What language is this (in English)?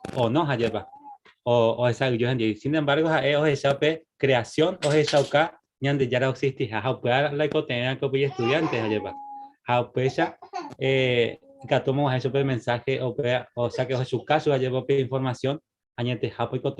Guarani